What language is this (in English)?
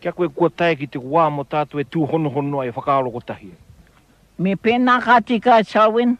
Māori